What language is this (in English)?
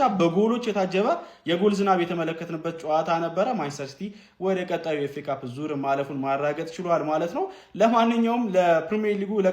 Amharic